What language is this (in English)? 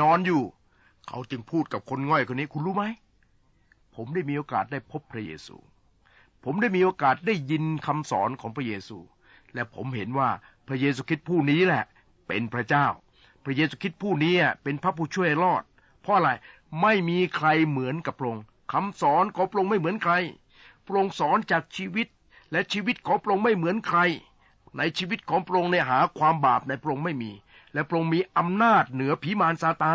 Thai